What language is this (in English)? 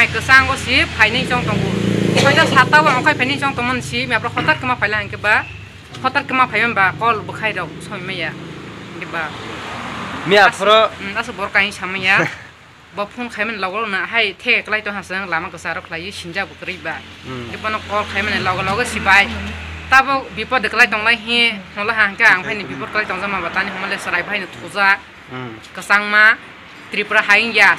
Kok Borok